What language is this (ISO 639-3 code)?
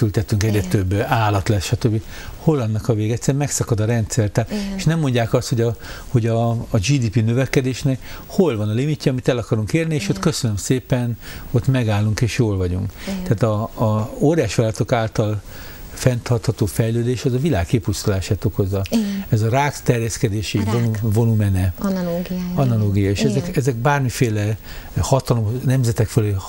hun